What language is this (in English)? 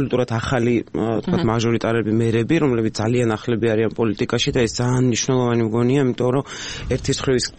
Georgian